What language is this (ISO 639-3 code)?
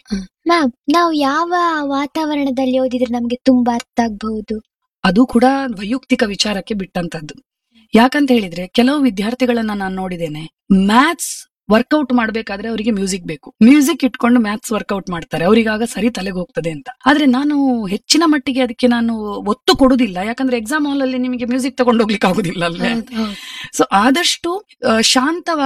kan